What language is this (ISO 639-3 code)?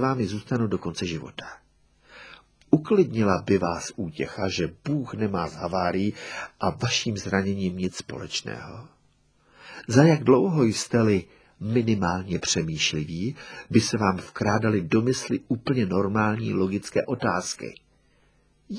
ces